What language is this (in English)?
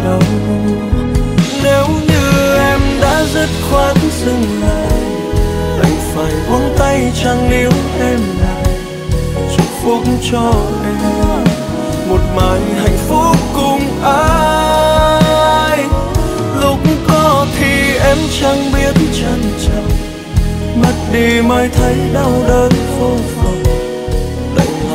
Vietnamese